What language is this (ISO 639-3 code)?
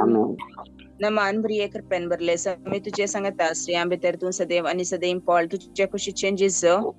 kok